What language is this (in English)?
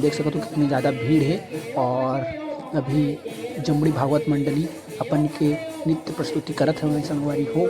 Chhattisgarhi